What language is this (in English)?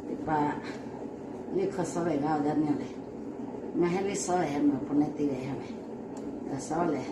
Lahu